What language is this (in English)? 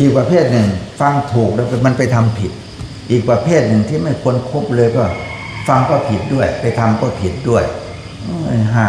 Pali